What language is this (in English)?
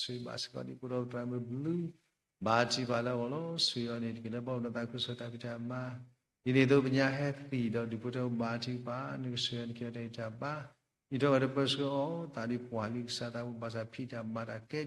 S'gaw Karen